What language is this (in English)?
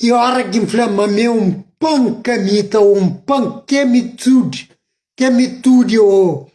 Kabuverdianu